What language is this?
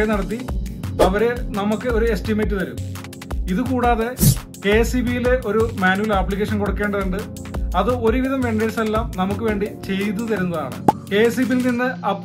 Malayalam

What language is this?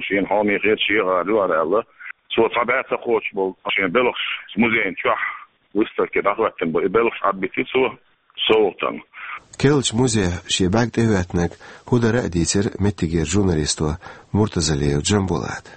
Chechen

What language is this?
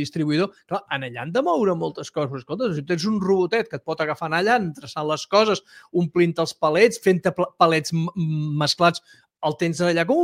Catalan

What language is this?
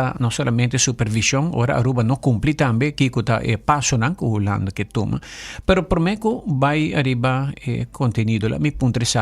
Papiamento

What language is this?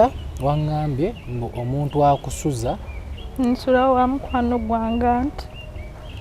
Ganda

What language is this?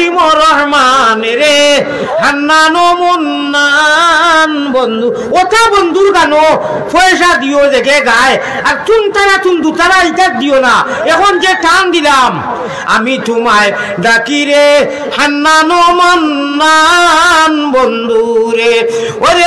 Sylheti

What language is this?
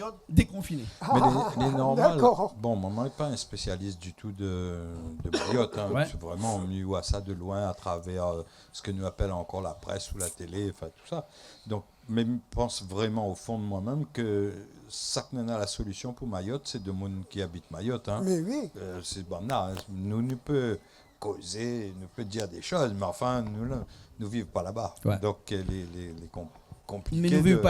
Réunion Creole French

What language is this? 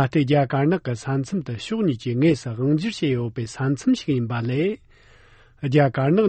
Tibetan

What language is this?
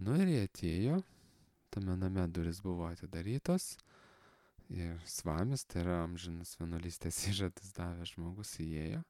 Lithuanian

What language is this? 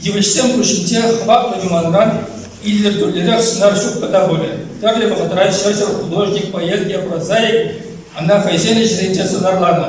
Chuvash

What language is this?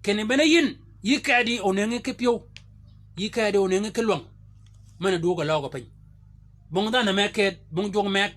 Shilluk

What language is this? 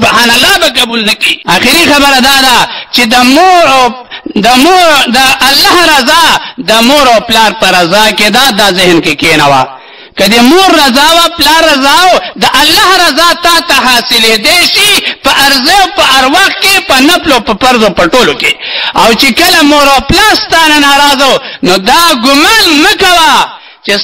Pashto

